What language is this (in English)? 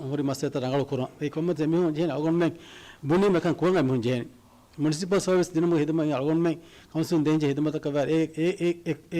Divehi